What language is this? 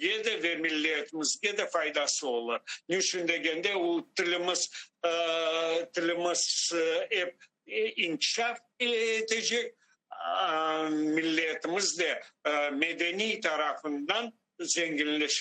Crimean Tatar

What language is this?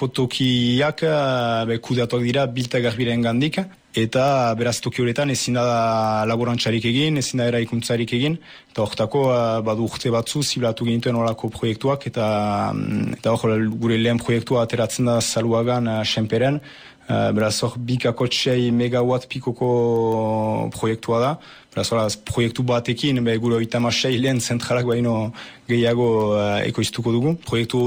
Basque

